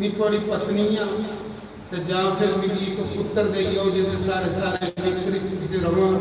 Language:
Dogri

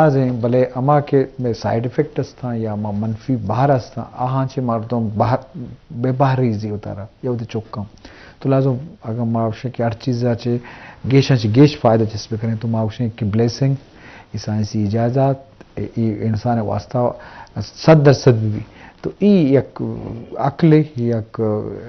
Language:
Eastern Balochi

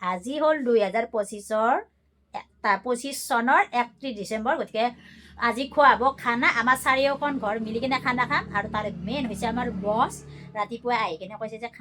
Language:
Assamese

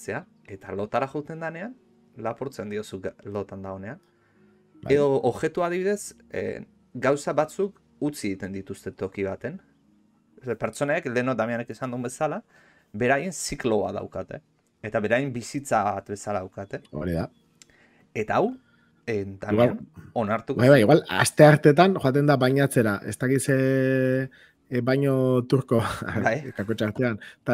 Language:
Basque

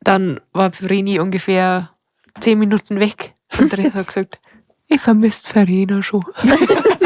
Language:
Bavarian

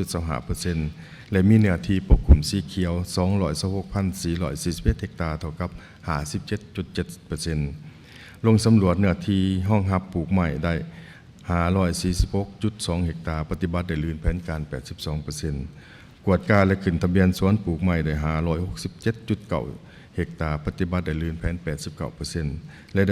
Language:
Lao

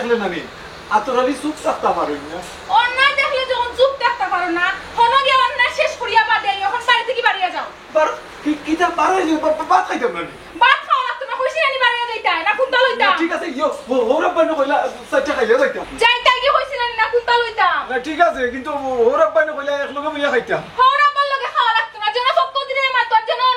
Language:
Sylheti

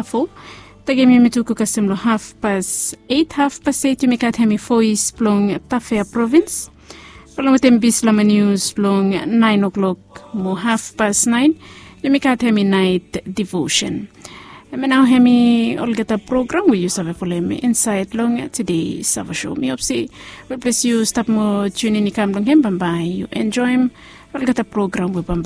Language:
Bislama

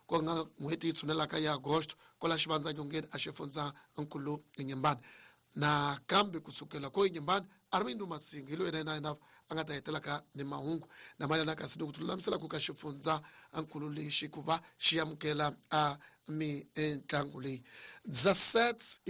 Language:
Tsonga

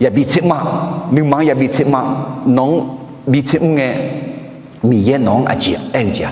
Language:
Akha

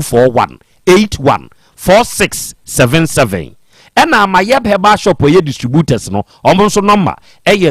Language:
Akan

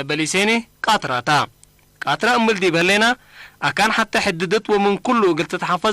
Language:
Tigre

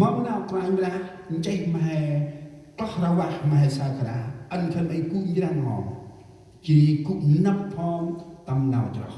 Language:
Central Mnong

